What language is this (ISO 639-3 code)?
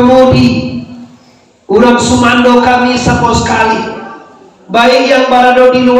min